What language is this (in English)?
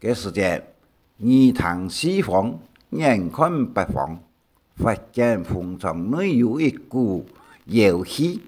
Hakka Chinese